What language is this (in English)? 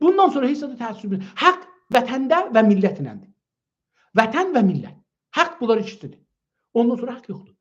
South Azerbaijani